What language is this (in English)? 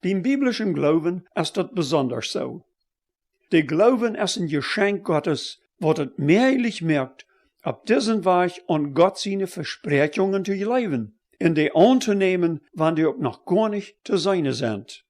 Plautdietsch